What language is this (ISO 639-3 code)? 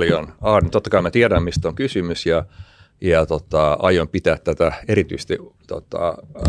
fin